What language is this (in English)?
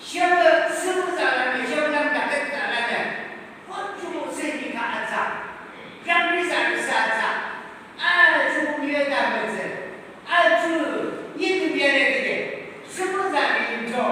Yimchungru Naga